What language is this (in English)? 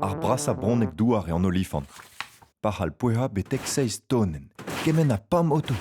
Breton